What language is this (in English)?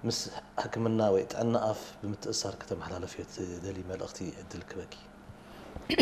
Tigrinya